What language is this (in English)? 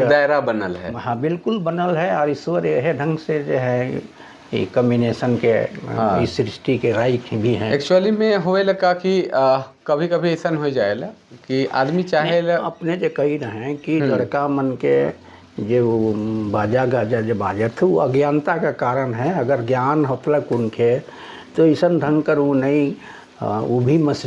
Sadri